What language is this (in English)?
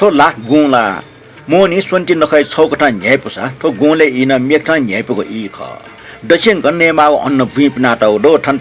Newari